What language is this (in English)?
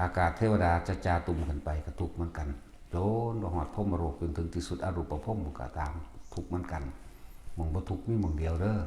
Northeastern Thai